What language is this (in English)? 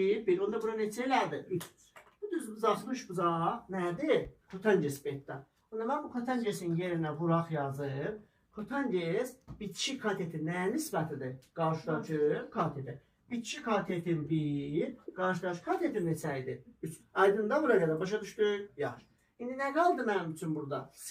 Azerbaijani